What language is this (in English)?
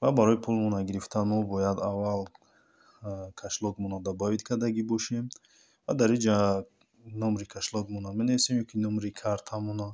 Tajik